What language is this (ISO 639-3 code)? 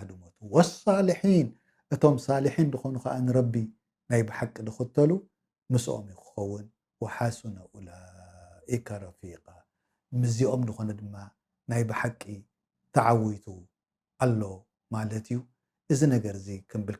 tir